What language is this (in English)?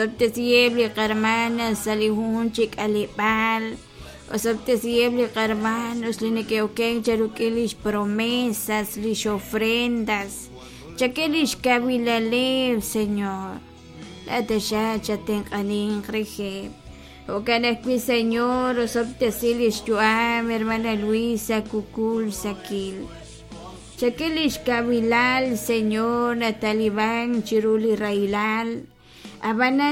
Kekchí